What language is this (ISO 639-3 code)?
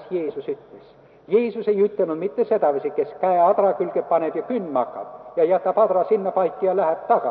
est